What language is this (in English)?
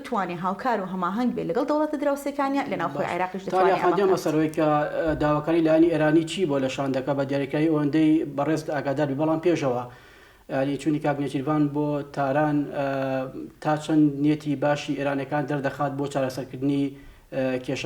Central Kurdish